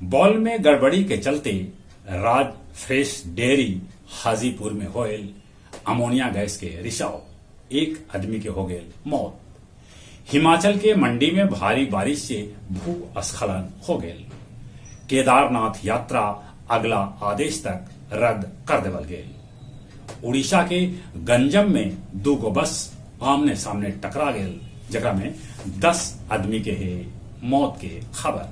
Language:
Magahi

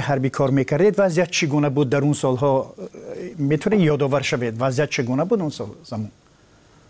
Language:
Tajik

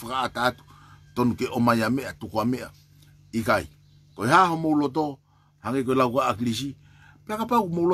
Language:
Tongan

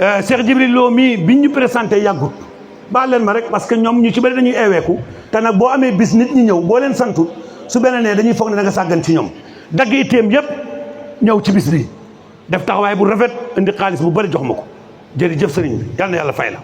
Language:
Wolof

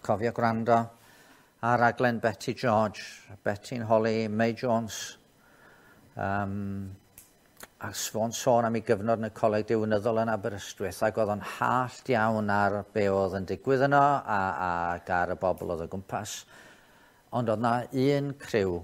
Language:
Welsh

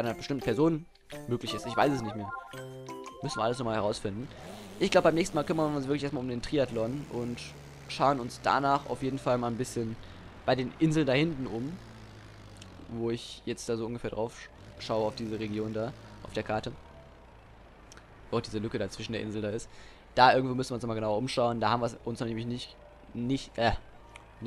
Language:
German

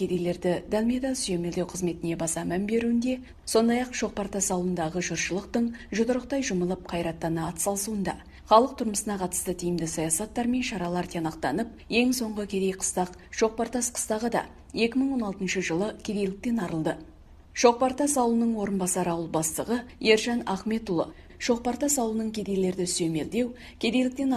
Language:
Kazakh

